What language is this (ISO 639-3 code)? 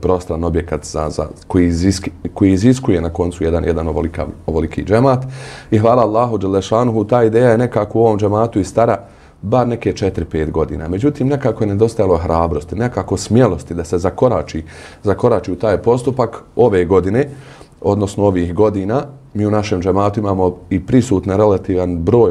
bos